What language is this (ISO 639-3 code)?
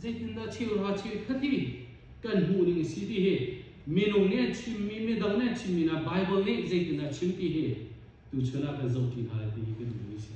cnh